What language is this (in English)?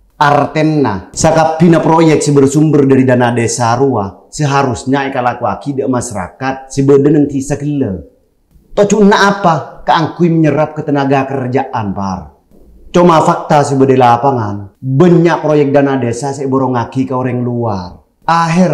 Madurese